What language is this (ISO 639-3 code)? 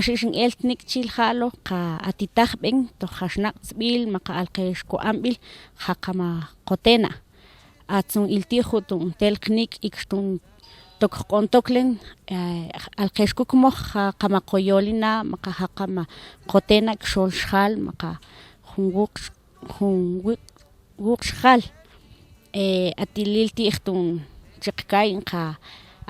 mam